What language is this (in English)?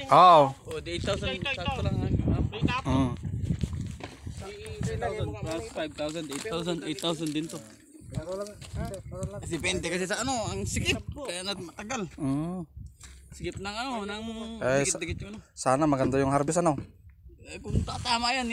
Filipino